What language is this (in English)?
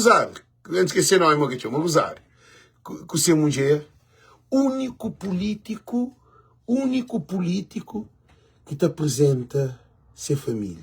Kabuverdianu